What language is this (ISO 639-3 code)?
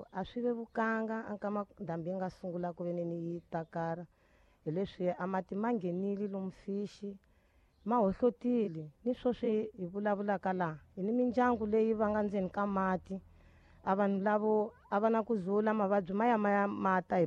tso